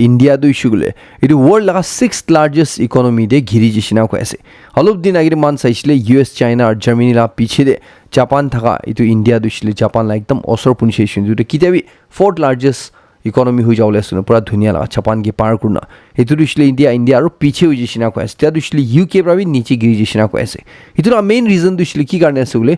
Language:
Naga Pidgin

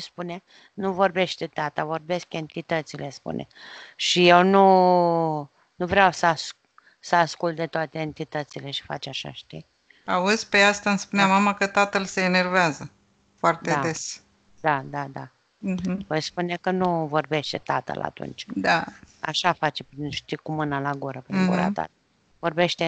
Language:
Romanian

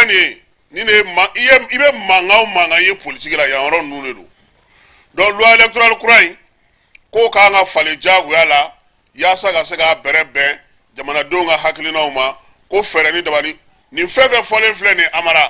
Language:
Bambara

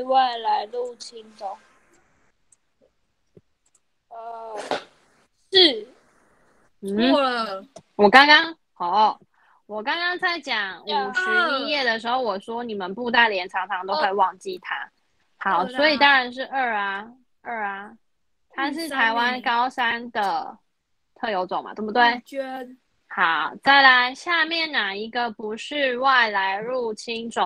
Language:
Chinese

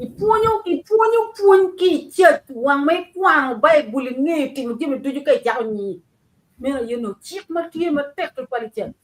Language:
Acoli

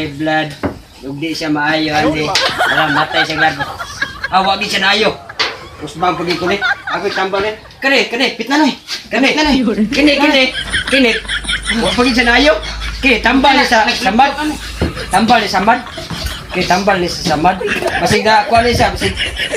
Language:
Cebuano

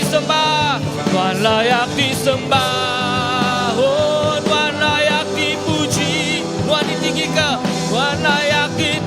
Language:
Iban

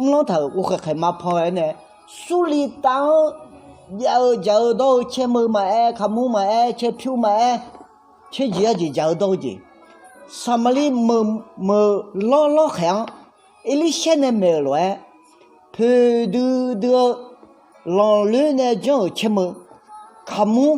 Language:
Akha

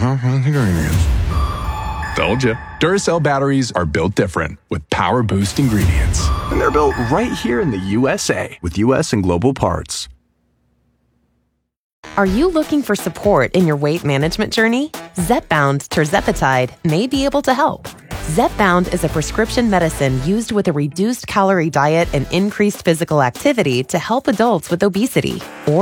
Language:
English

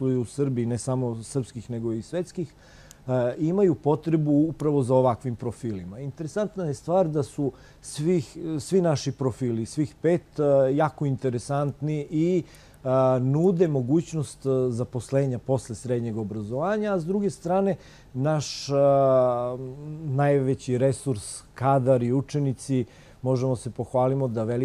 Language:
Serbian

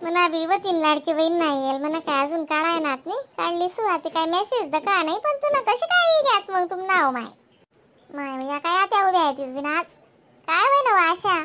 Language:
Khandesi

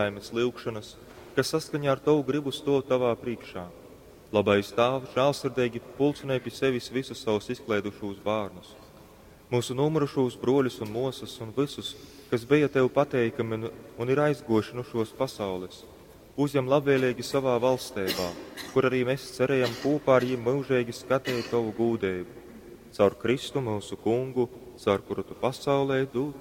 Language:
Latgalian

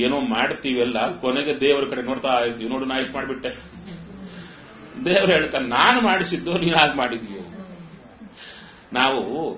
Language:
Kannada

